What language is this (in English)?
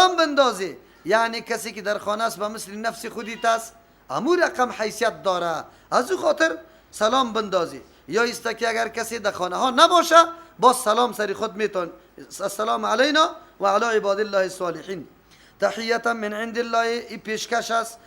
Persian